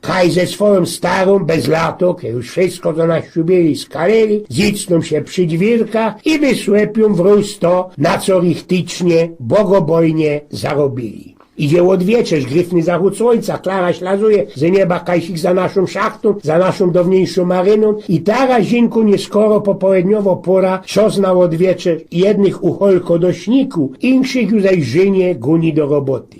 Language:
Silesian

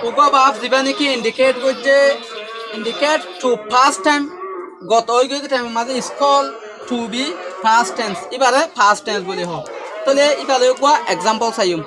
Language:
Rohingya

